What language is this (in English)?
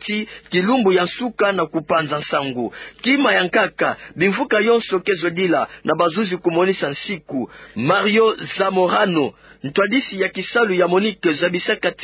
Kituba (Democratic Republic of Congo)